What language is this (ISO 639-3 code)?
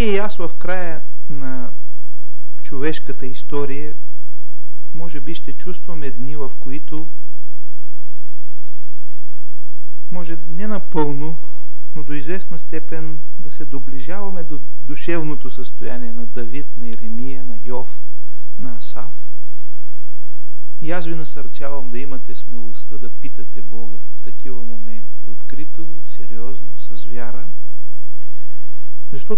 bul